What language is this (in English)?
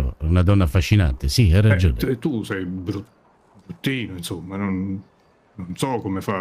Italian